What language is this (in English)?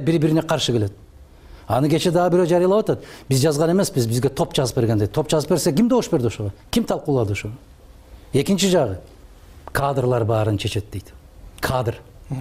Kyrgyz